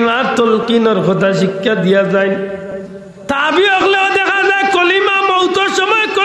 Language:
Sylheti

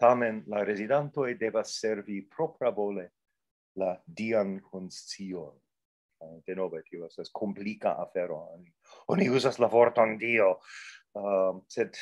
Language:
Esperanto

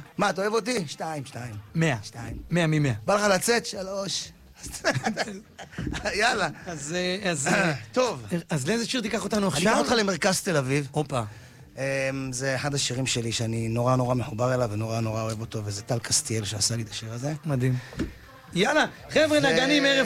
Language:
Hebrew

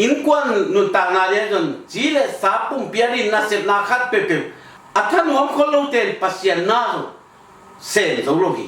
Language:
Tedim Chin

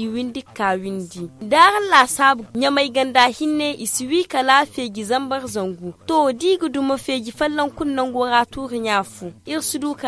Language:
Zarma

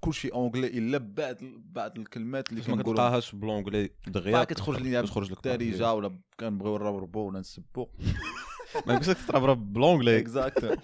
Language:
Moroccan Arabic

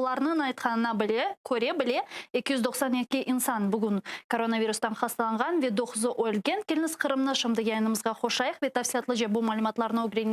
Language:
Crimean Tatar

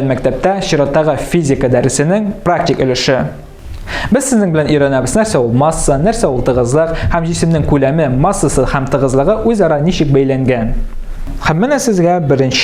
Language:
Tatar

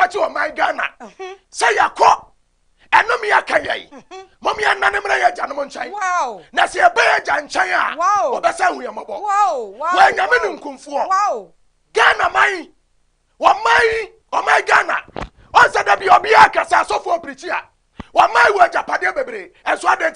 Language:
Akan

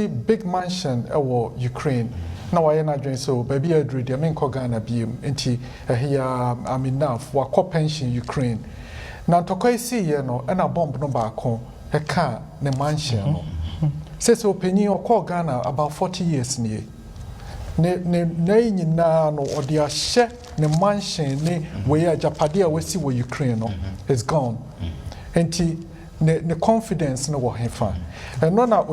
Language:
Akan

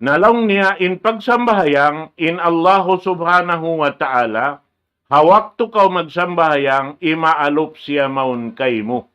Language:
Tausug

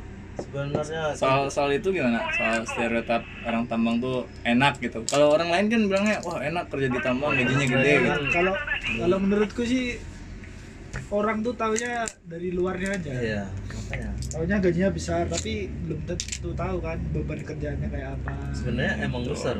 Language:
Indonesian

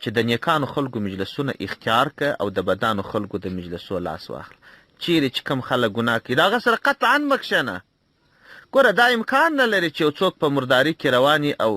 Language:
Pashto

